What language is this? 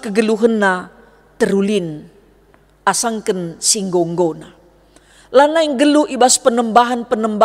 Batak Karo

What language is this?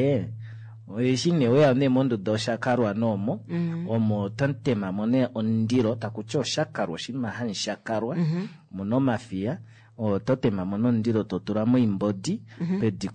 Kuanyama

